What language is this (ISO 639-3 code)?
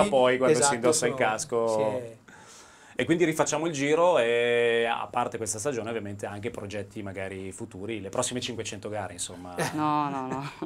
ita